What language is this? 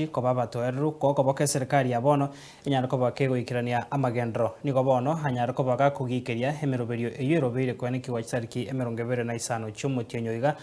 Gusii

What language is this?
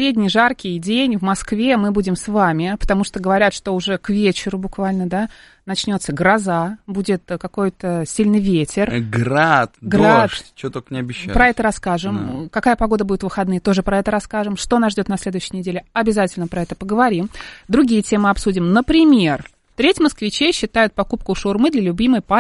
Russian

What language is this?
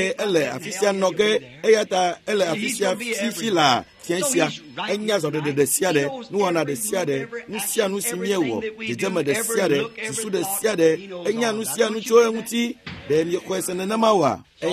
Ewe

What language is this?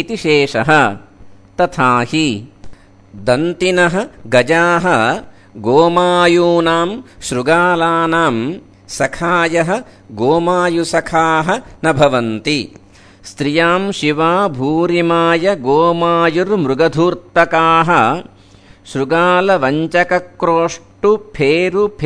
Sanskrit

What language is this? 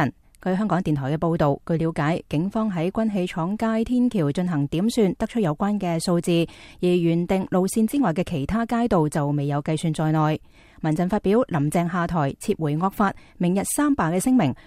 Cantonese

